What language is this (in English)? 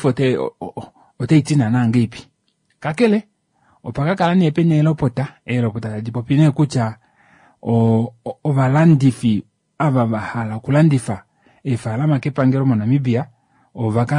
Kuanyama